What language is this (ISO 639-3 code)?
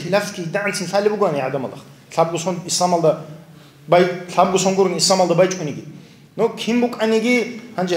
ava